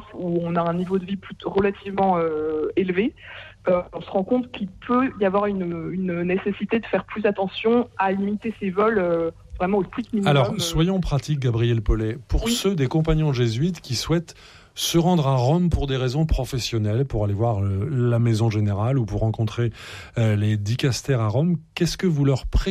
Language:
French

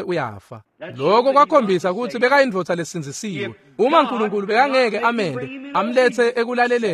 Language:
Swati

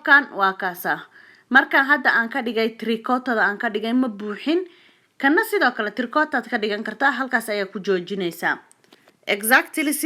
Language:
Somali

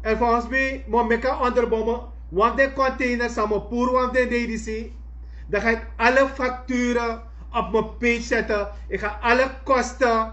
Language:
Sranan Tongo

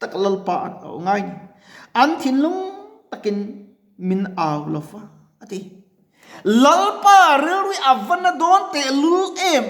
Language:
Mizo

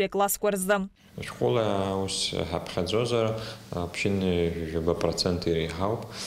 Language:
Abkhazian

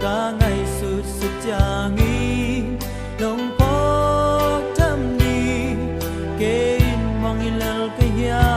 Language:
Paite Chin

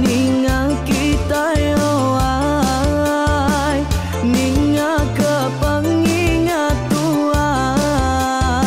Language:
Iban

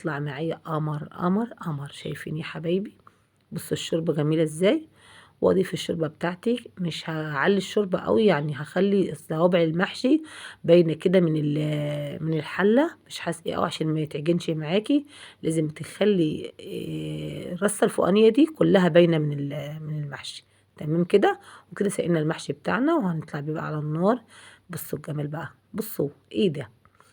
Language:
Egyptian Arabic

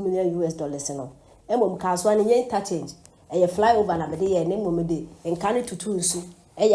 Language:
Akan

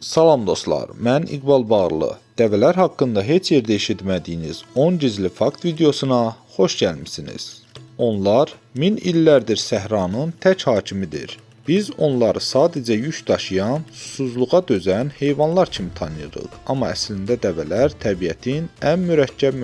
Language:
Azerbaijani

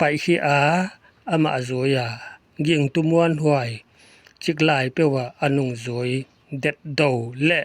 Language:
Paite Chin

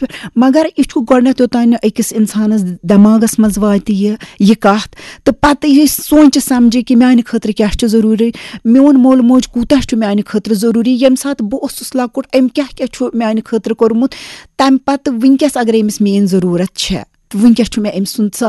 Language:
Kashmiri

